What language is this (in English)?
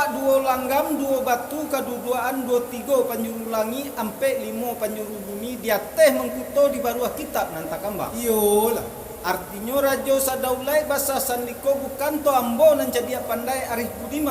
Minangkabau